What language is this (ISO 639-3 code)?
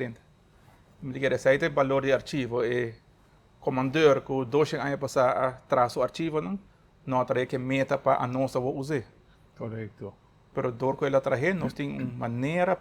pap